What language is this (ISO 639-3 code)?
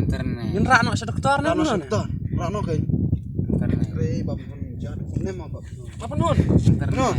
kha